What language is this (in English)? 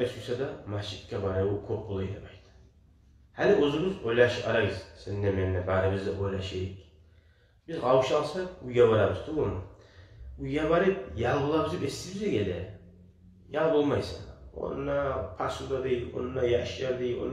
Kumyk